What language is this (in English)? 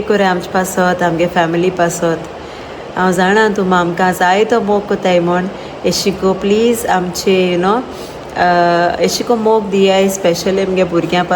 Konkani